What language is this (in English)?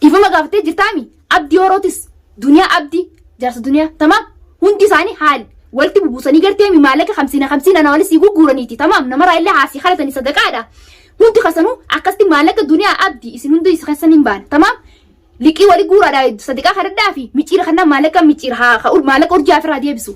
Oromo